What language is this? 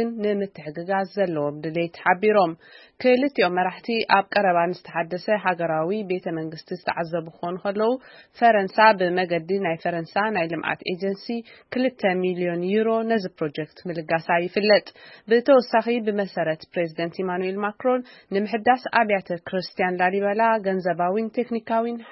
Tigrinya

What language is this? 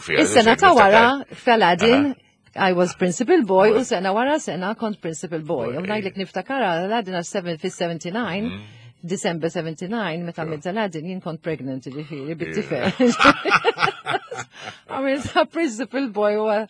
Maltese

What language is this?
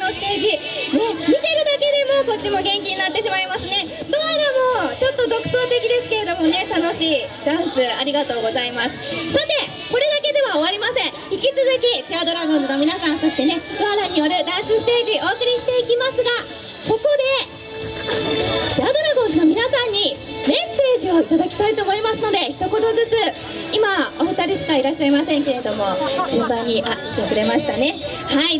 Japanese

